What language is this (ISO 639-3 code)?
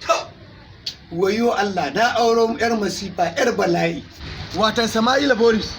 hau